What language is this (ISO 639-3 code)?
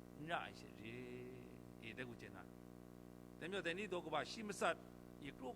kac